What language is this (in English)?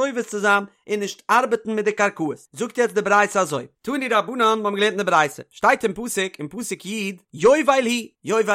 Yiddish